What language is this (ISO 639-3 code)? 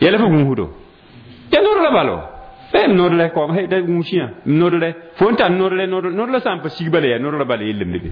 mos